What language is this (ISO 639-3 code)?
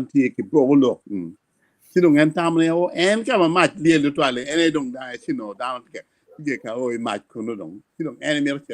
ach